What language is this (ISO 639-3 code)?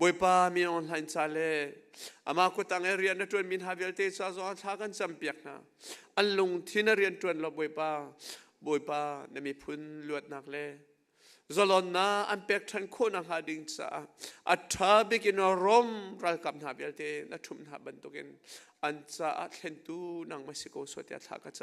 cnh